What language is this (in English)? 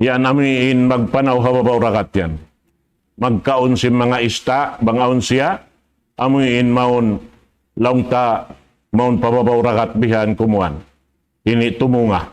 Tausug